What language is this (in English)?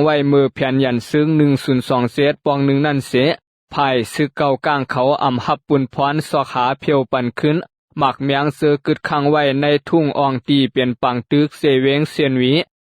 Shan